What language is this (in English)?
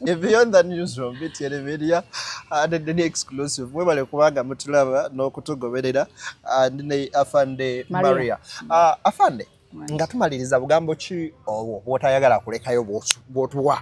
Ganda